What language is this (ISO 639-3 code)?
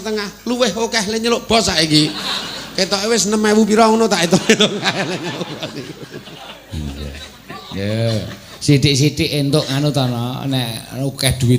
jav